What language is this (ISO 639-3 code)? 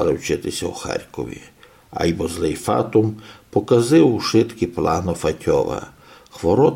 rue